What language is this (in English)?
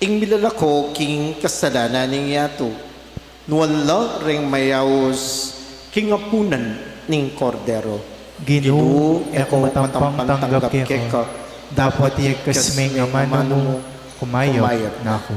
Pampanga